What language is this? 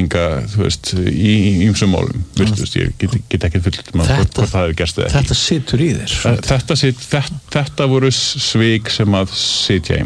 Icelandic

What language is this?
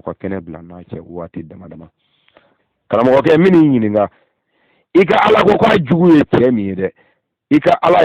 Bambara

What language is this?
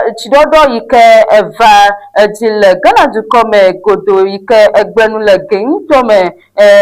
Ewe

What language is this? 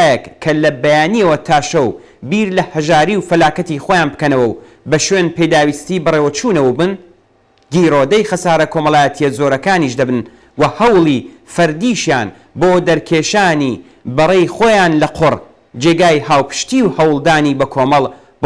Central Kurdish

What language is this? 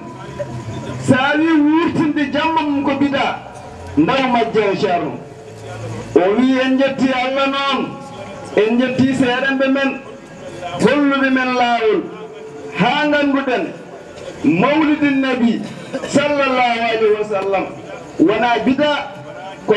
Fula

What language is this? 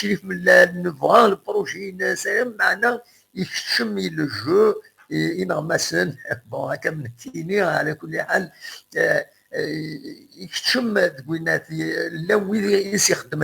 Kabyle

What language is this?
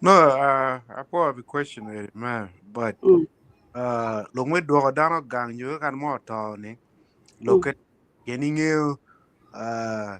Acoli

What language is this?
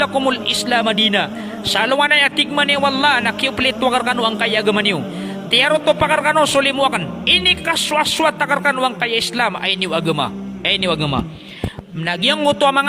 Maranao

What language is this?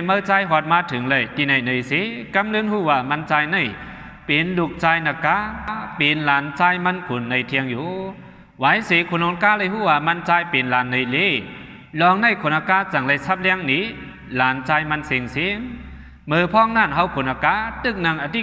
Shan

